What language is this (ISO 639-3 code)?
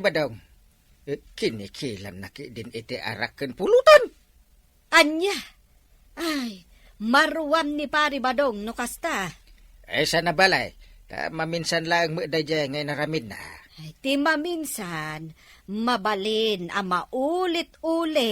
ilo